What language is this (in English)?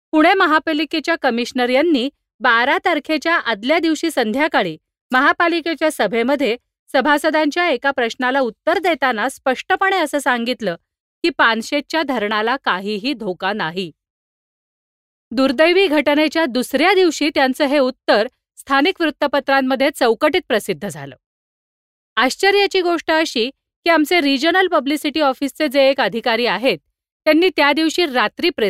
Marathi